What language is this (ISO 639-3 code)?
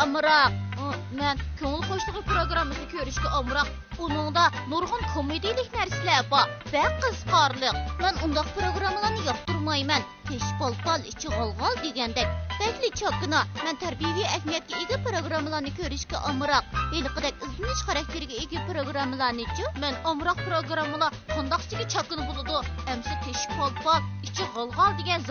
uig